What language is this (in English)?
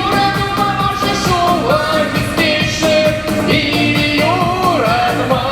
Chuvash